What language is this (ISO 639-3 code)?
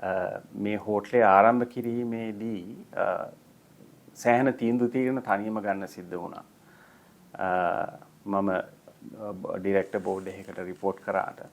sin